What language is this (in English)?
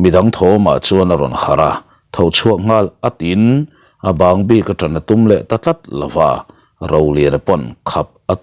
Mizo